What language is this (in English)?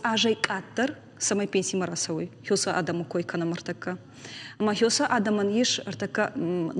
Ossetic